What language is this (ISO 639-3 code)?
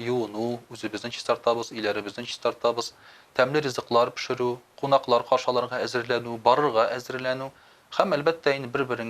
tat